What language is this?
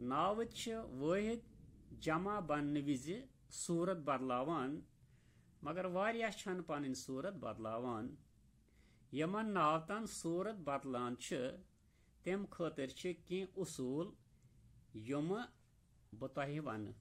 Kashmiri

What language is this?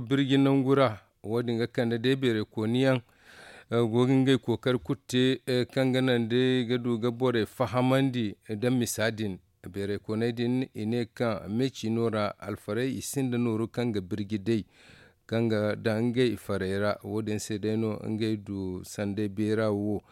Zarma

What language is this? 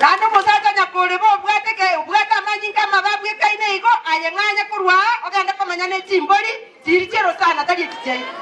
Gusii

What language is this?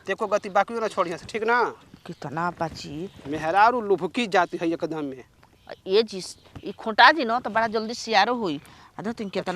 Bhojpuri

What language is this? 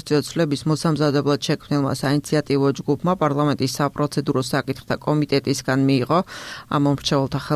Georgian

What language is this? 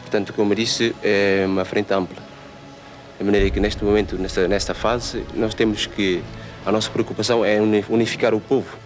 Tetum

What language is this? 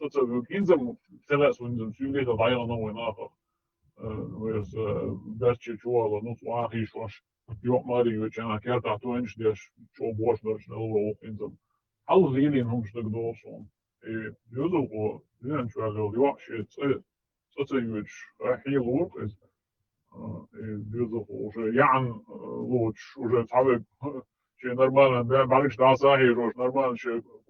Chechen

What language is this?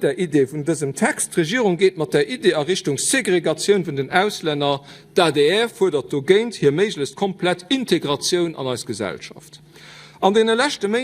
Luxembourgish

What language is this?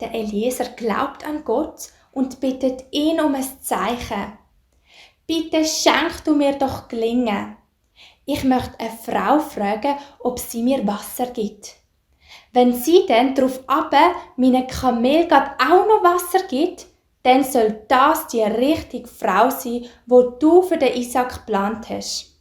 Swiss German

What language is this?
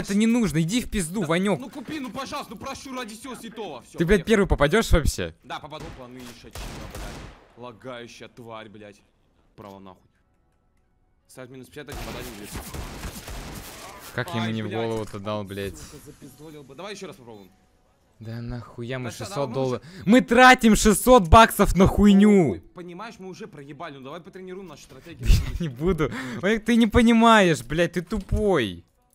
Russian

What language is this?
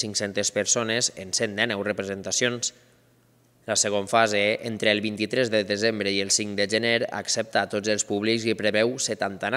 Catalan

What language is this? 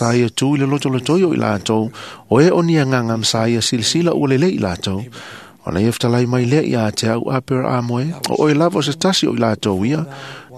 Samoan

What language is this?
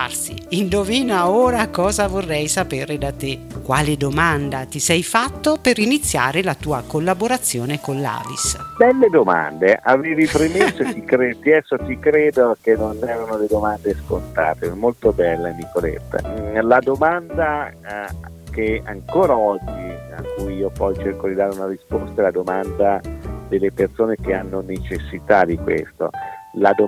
Italian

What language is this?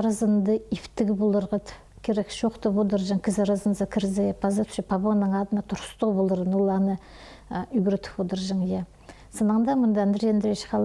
Khakas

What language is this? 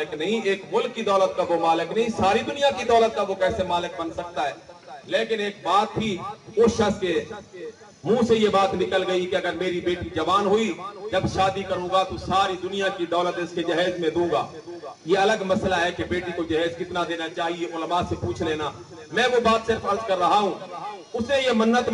Urdu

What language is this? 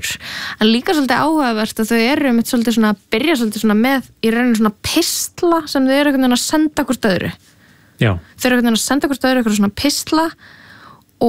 Icelandic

